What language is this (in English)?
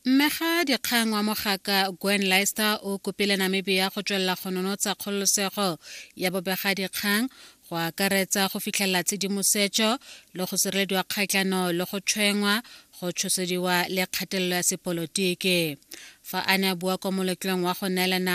Tswana